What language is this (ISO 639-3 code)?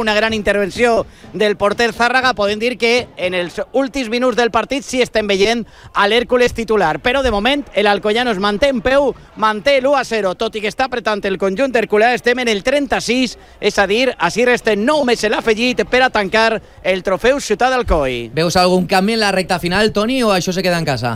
cat